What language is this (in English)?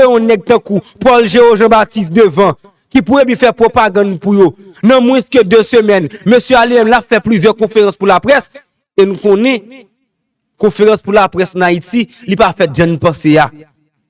Haitian Creole